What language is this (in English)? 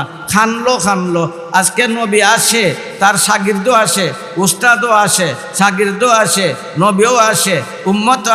Sylheti